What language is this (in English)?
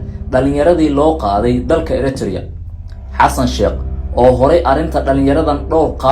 Somali